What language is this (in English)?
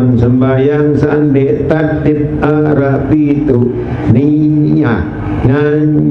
Sasak